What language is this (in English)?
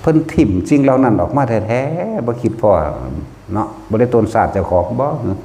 Lao